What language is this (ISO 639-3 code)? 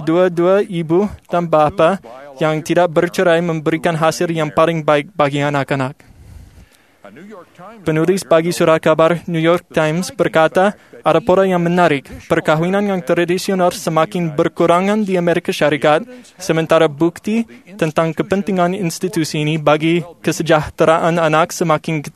msa